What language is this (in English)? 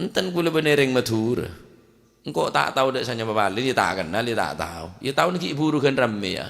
Madurese